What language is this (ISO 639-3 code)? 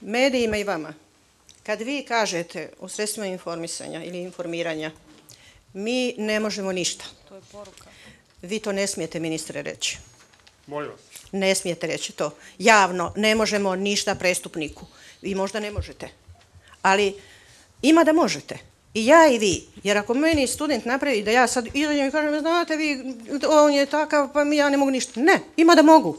bos